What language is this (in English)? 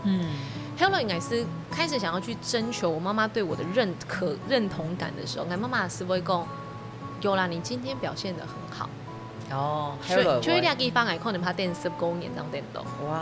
Hakka Chinese